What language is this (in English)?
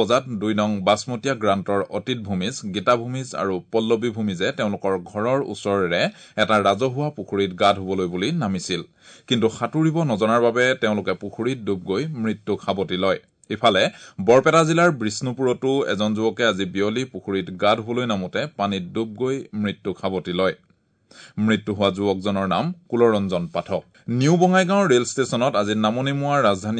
Assamese